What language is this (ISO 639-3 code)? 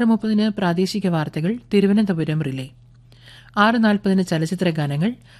mal